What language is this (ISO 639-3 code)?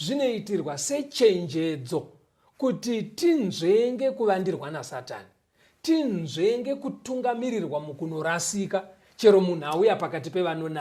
sna